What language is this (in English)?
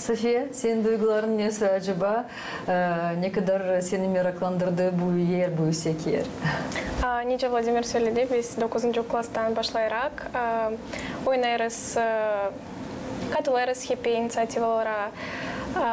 Gagauz